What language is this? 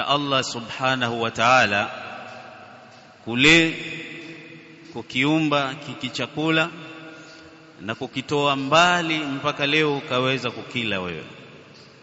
Swahili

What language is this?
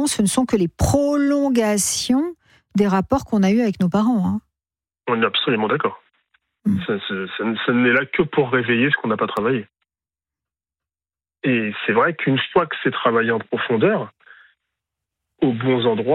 French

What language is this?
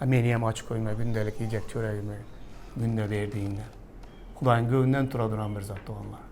Turkmen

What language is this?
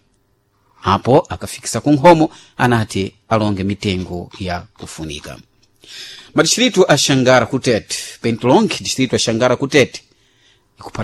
Sena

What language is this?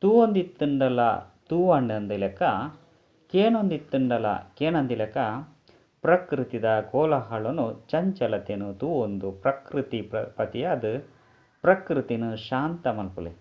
Tulu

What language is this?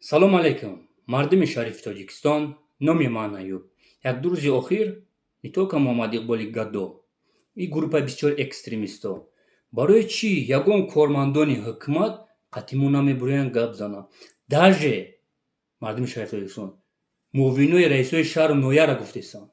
Tajik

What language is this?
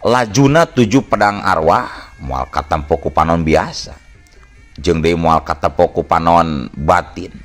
Sundanese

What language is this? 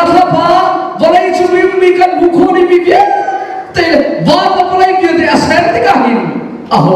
Hakha Chin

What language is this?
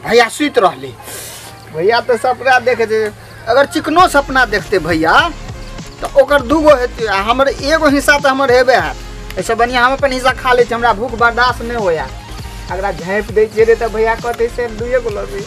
Maithili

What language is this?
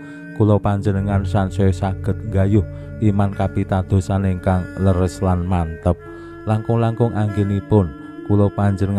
Javanese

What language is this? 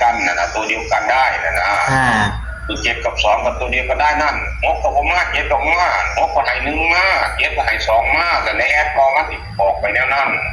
Northeastern Thai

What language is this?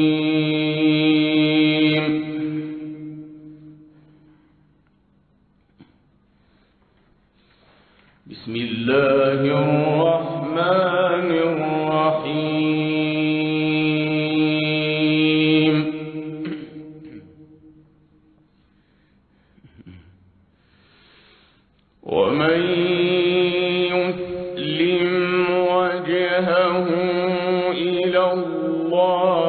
Arabic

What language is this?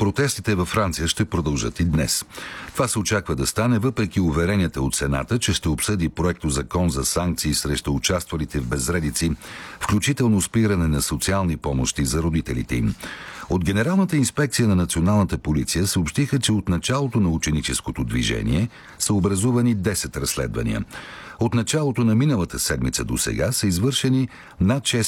Bulgarian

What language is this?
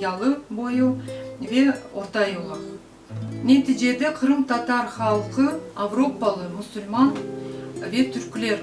Crimean Tatar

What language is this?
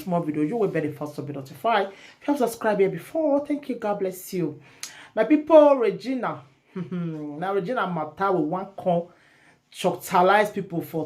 Nigerian Pidgin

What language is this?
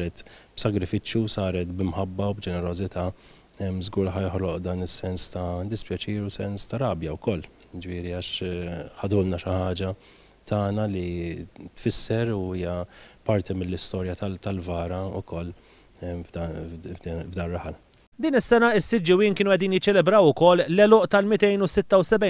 Maltese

